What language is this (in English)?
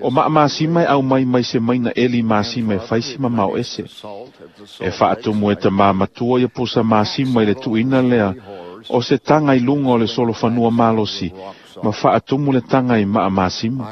Samoan